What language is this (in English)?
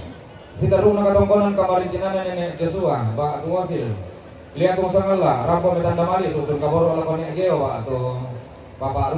Toraja-Sa'dan